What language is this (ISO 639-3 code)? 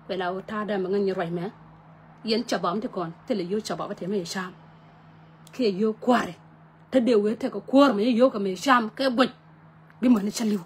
nus